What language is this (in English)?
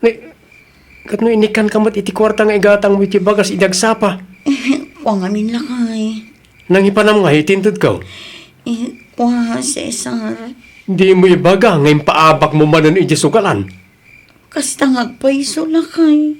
Iloko